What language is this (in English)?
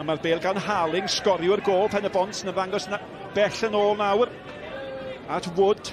Welsh